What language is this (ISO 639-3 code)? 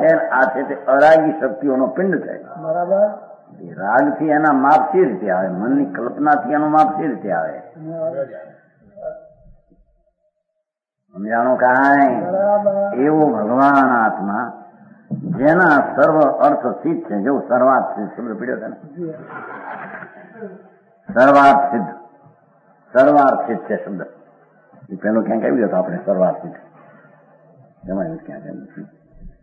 guj